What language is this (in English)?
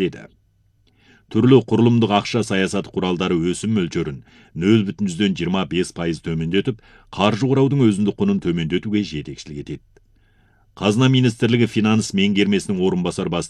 Kazakh